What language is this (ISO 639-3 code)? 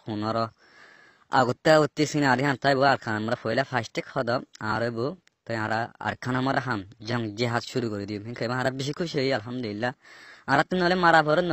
rhg